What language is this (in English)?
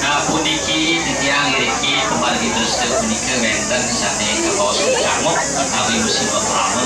Balinese